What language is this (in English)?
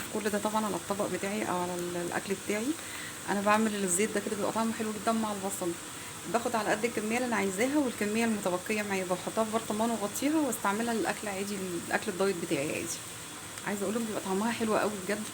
Egyptian Arabic